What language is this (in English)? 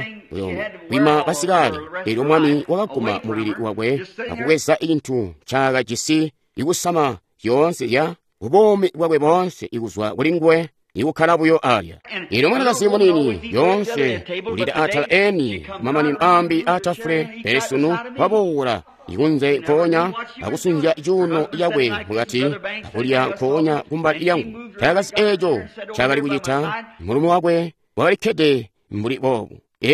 Tonga (Zambia)